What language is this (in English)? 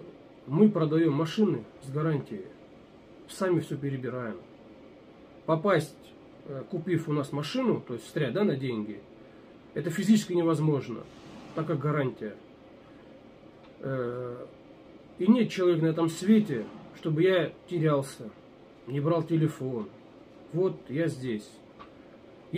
Russian